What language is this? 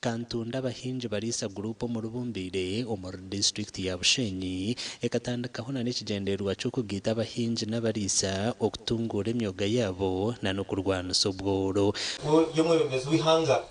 Nyankole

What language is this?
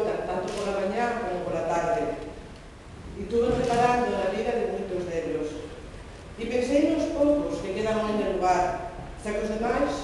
Asturian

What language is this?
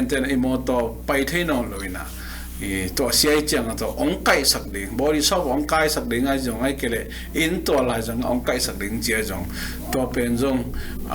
Tedim Chin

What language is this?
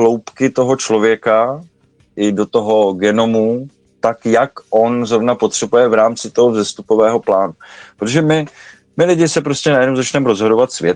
Czech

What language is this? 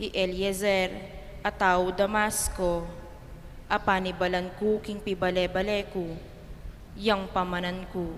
Pampanga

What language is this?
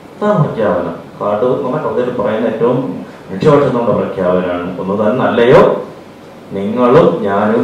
Malayalam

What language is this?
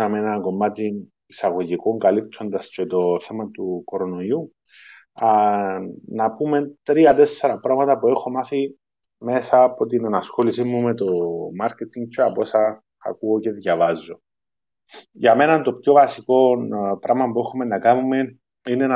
Greek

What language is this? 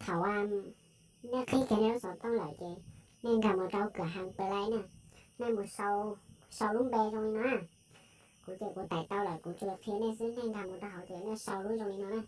Hmong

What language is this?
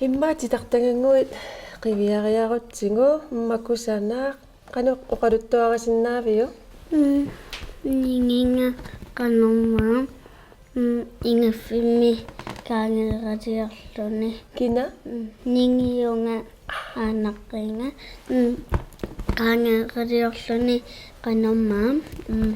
Kalaallisut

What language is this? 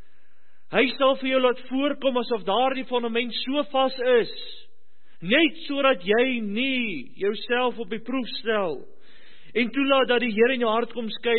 Afrikaans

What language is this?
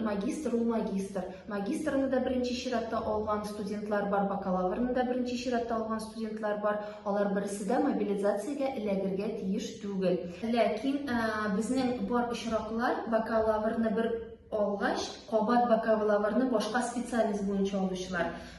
Tatar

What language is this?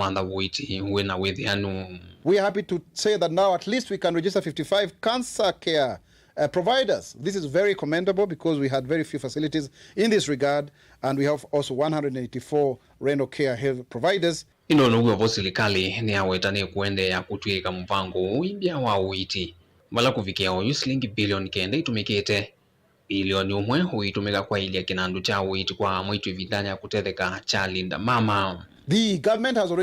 Kamba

